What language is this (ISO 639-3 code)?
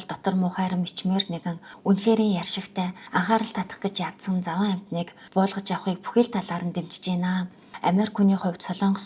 mon